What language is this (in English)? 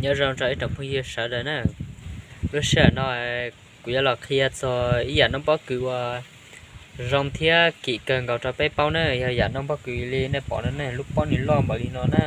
Hmong